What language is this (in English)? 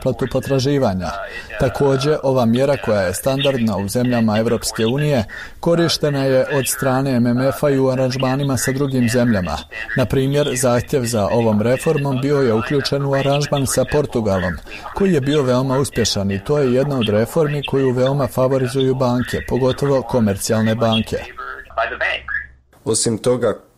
Bosnian